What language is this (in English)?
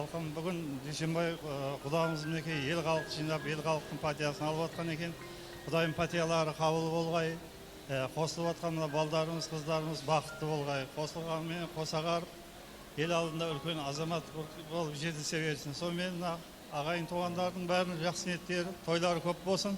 Kara-Kalpak